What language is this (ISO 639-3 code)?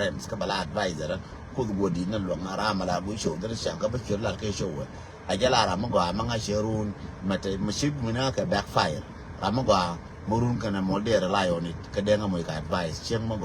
nus